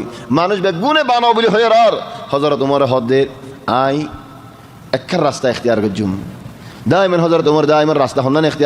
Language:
Rohingya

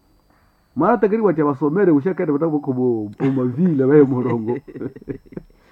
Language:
Swahili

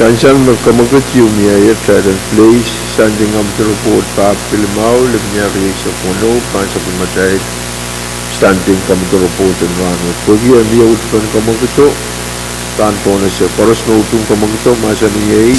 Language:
Pohnpeian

